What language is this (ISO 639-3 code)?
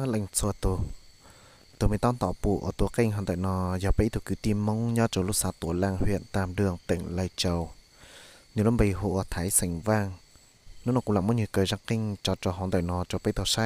hmn